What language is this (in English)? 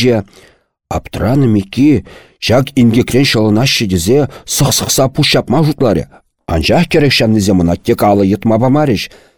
Chuvash